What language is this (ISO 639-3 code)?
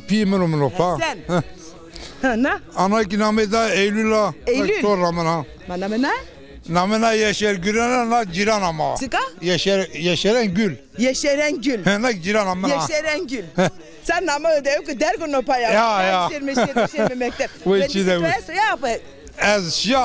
zza